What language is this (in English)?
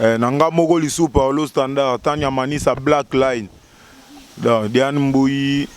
Lingala